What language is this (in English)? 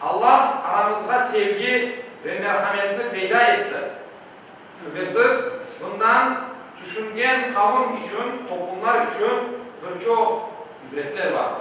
Crimean Tatar